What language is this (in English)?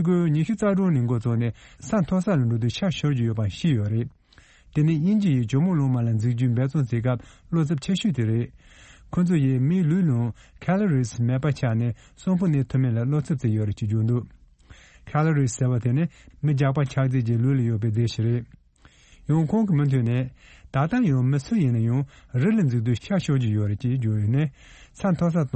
Tibetan